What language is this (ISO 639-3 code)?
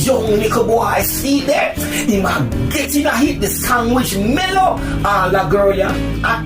jam